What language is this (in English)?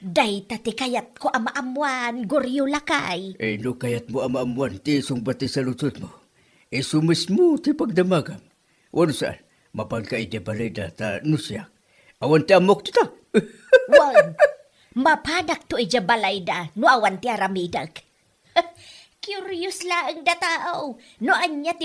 Iloko